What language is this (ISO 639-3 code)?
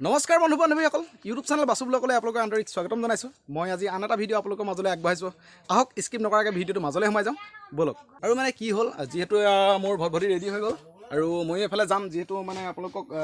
asm